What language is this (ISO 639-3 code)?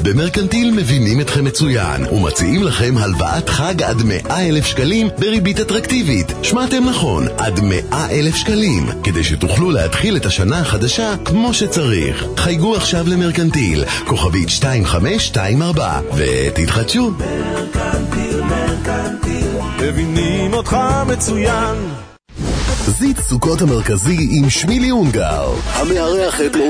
heb